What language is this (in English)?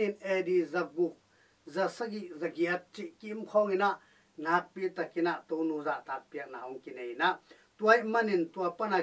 Tedim Chin